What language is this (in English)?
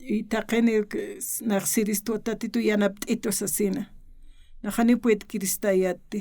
Aymara